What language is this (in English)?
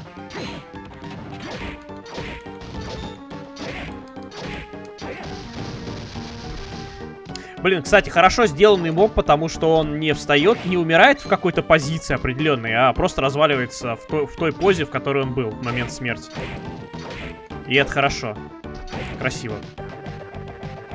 Russian